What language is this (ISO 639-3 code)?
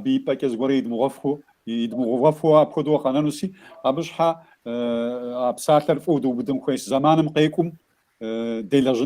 kbd